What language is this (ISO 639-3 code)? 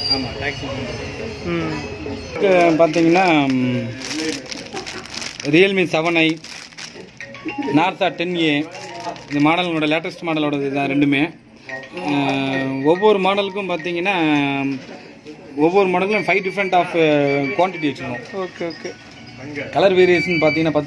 tam